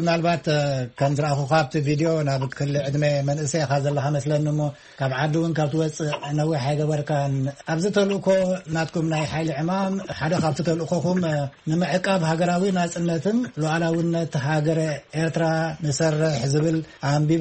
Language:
Tigrinya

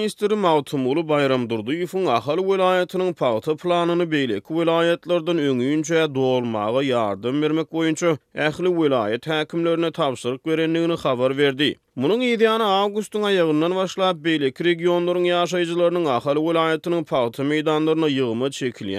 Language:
Turkmen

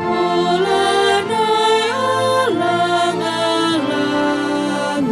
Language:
Batak Karo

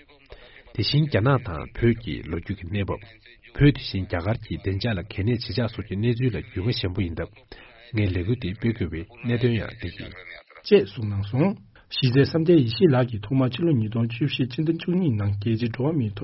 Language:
Tibetan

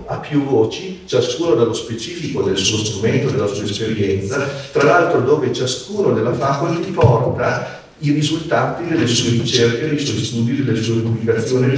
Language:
Italian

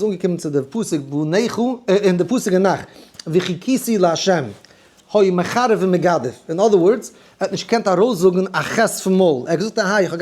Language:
Yiddish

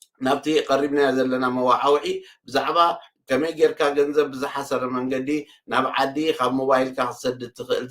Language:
Tigrinya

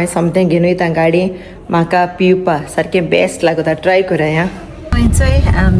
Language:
Konkani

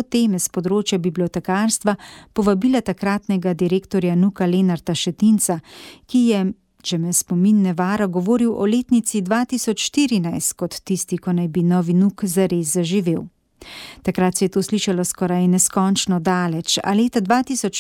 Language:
Slovenian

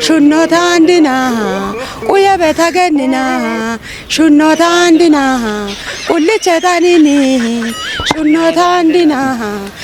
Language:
Kafa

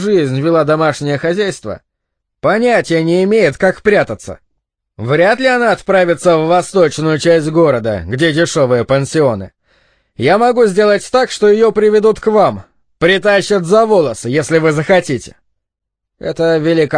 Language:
Russian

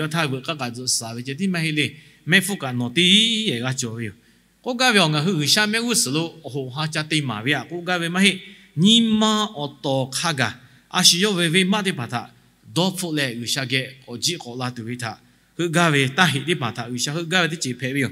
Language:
Lahu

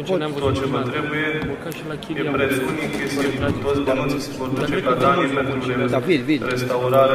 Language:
Romanian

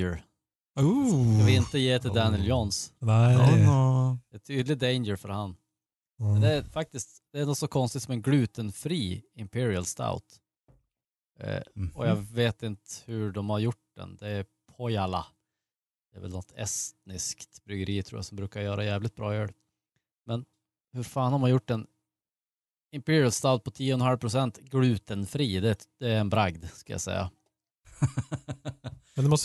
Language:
Swedish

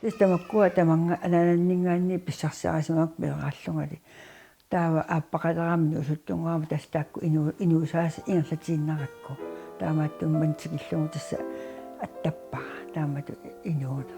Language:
Kalaallisut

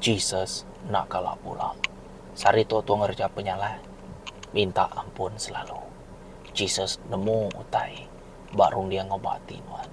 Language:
Iban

